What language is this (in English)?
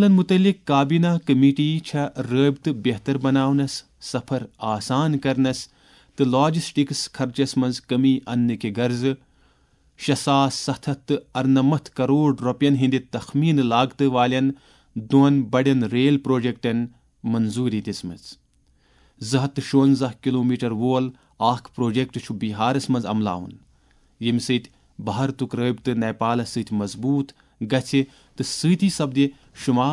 Kashmiri